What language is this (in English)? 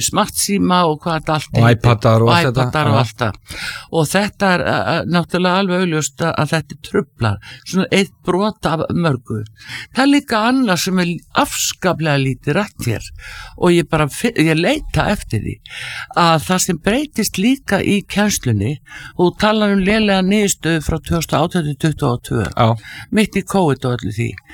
Icelandic